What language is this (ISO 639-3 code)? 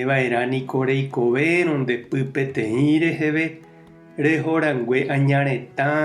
grn